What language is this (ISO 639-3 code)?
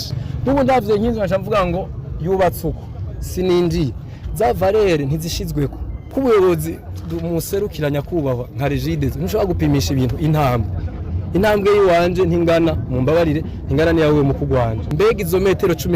run